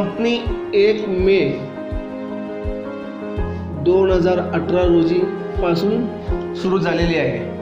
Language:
Marathi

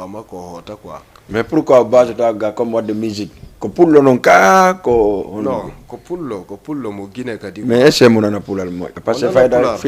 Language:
Fula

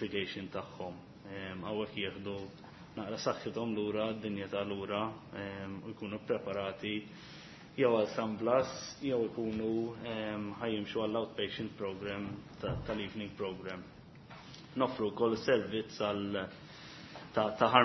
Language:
Maltese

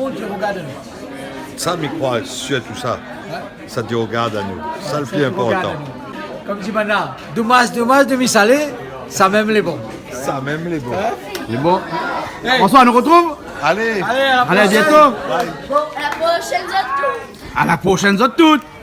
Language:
Réunion Creole French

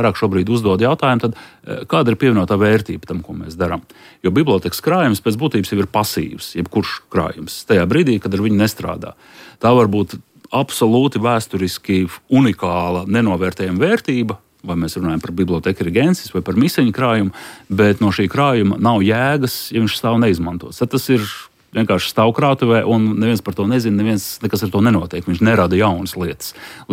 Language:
Latvian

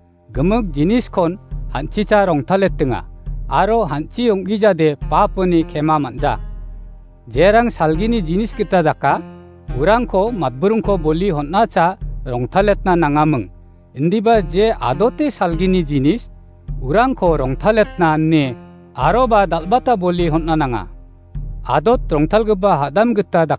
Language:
Garo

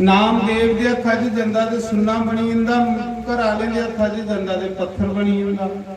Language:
Dogri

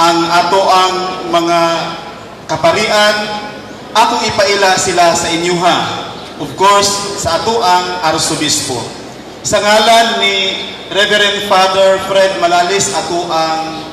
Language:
Cebuano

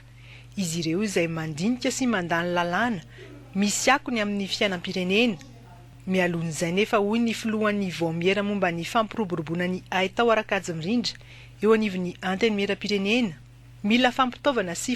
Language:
Malagasy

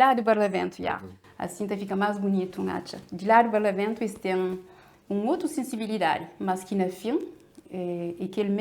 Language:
Kabuverdianu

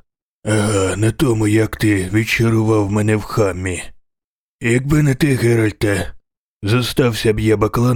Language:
Ukrainian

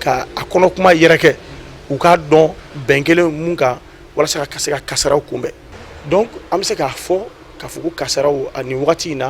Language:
Bambara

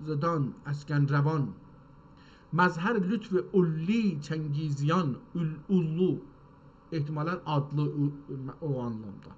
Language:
South Azerbaijani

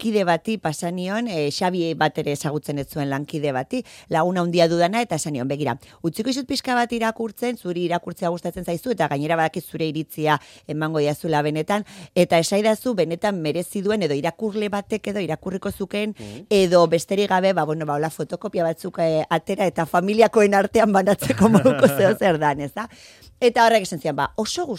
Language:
Basque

